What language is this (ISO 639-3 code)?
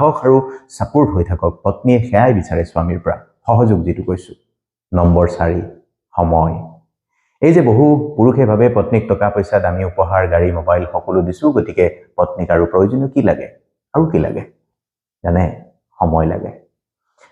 asm